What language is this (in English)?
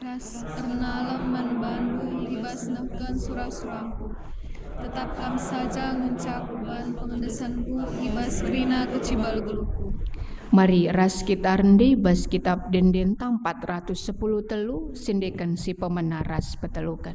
Batak Karo